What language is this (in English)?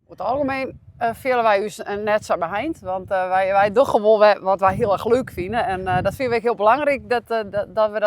Western Frisian